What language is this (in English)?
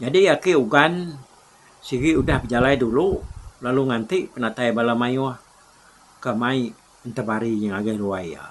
Iban